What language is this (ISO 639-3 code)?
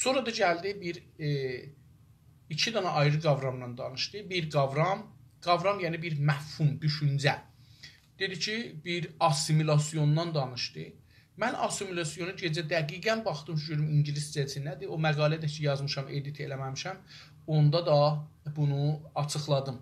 azb